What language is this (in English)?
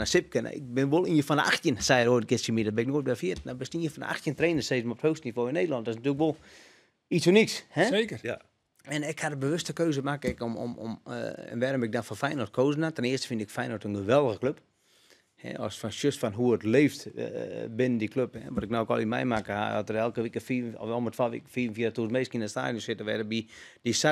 Western Frisian